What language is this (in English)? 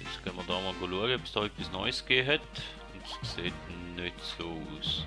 Swiss German